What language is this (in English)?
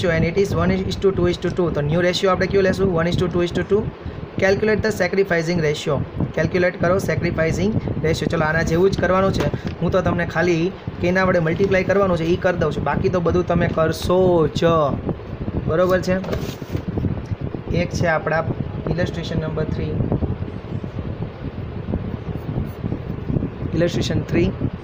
Gujarati